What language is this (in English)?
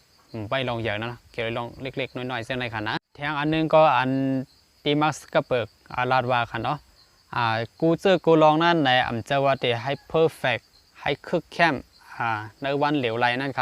Shan